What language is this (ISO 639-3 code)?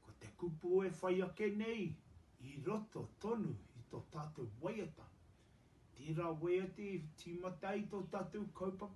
mri